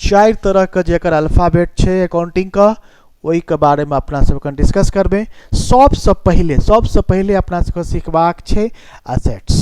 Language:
Maithili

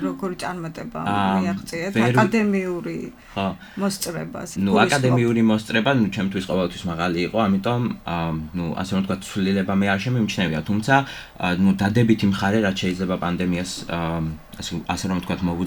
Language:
Georgian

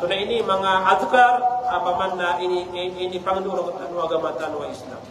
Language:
Maranao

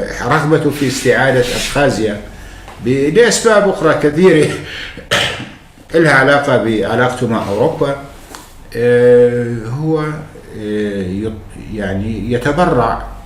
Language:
North Levantine Arabic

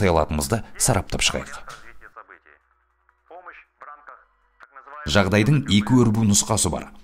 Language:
Kazakh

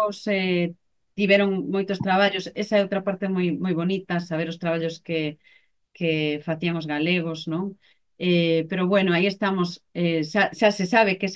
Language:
Galician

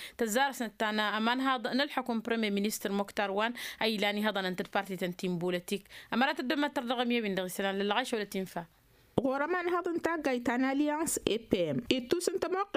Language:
Tamasheq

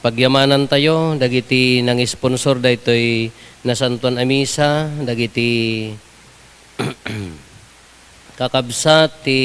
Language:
Iloko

